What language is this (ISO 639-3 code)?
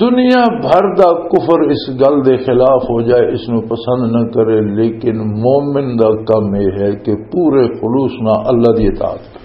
lah